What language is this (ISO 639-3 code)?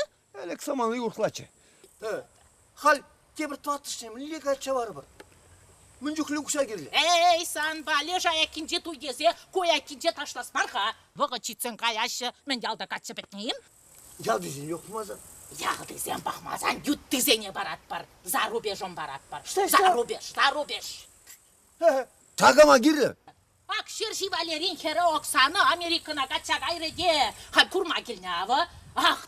chv